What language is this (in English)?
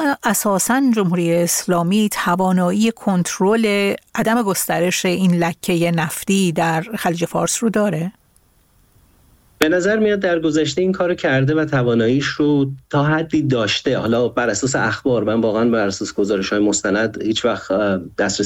Persian